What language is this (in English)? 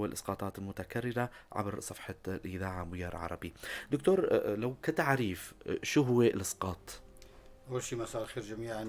North Levantine Arabic